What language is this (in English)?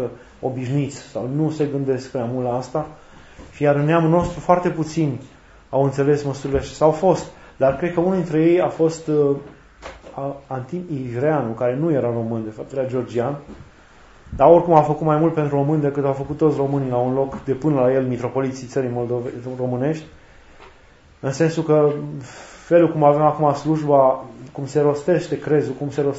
Romanian